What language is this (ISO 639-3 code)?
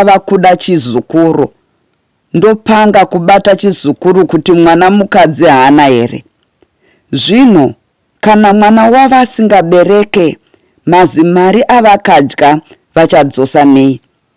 sna